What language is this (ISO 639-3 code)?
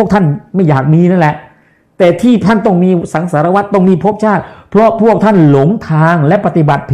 tha